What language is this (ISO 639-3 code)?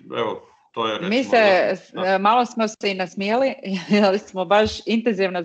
hrv